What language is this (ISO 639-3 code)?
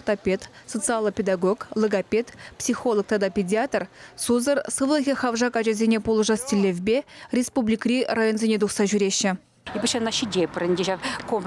chv